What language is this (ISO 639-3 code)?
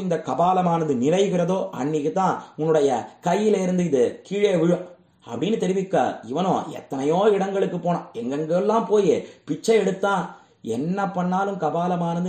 tam